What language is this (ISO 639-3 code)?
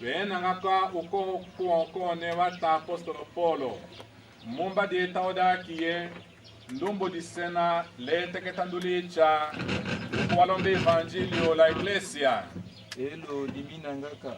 tll